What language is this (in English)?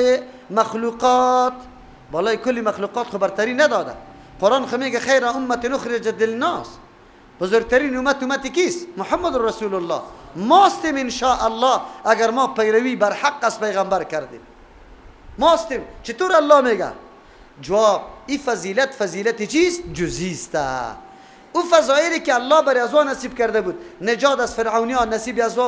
Persian